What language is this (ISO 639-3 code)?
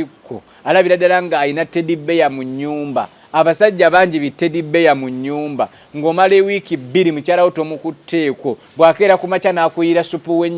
lug